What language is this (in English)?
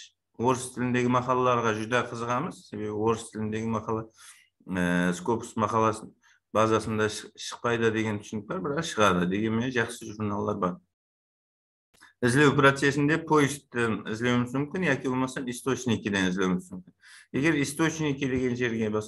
Kara-Kalpak